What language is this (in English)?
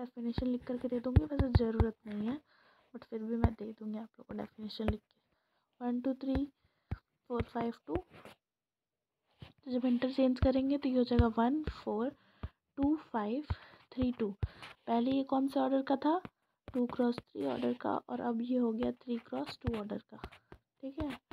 Hindi